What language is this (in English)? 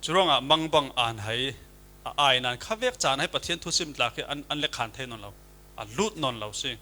Falam Chin